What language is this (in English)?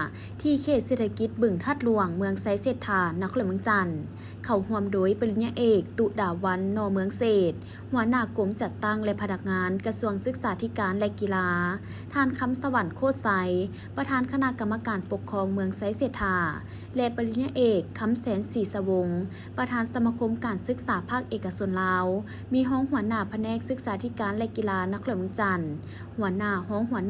Lao